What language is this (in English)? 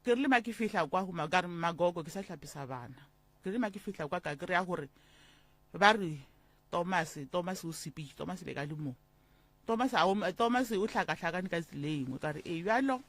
Northern Sotho